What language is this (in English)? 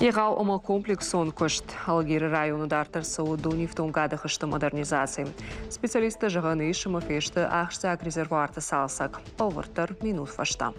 Ossetic